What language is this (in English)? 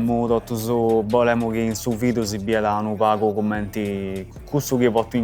Sardinian